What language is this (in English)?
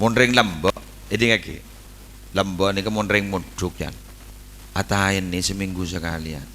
Madurese